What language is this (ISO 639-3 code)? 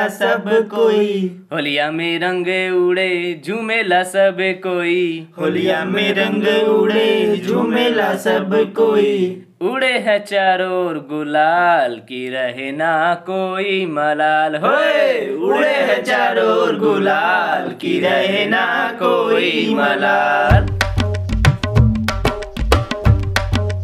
bho